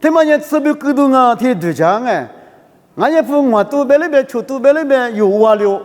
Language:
Lisu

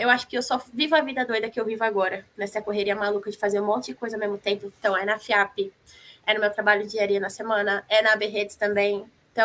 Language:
Portuguese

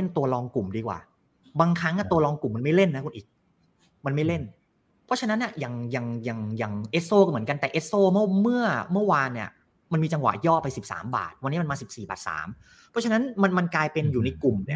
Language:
Thai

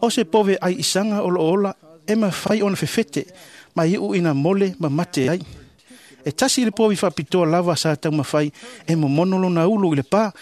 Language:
Samoan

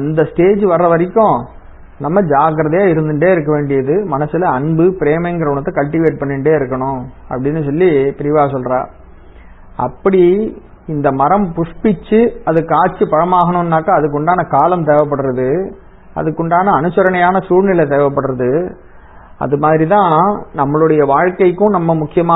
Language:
Tamil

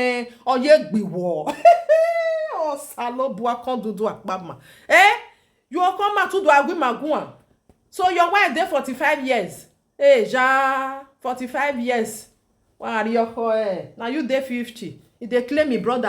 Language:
Nigerian Pidgin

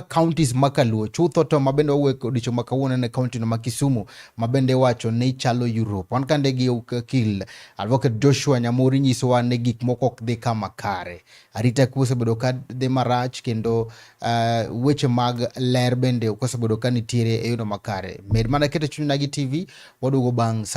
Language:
Luo (Kenya and Tanzania)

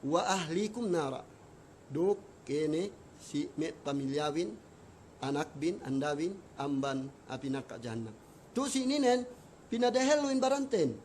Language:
Yakan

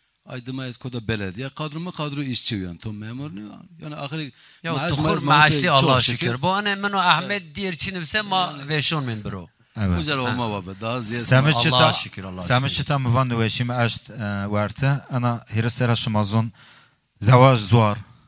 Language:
Zaza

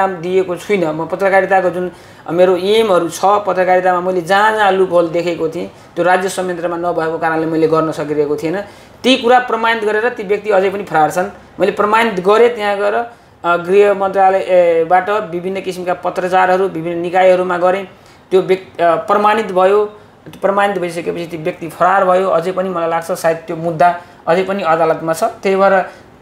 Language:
Nepali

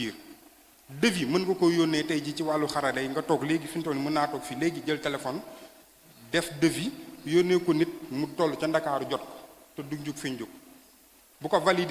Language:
Wolof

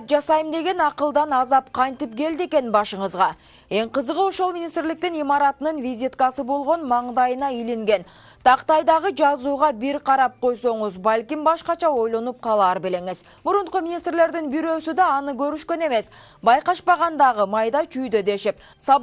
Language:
Kyrgyz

